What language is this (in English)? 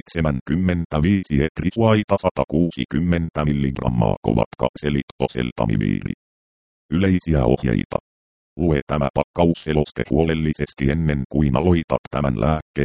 Finnish